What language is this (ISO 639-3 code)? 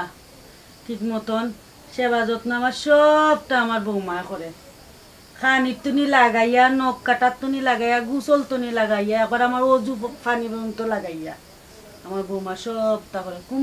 syl